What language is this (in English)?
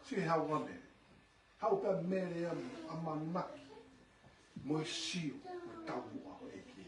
Tongan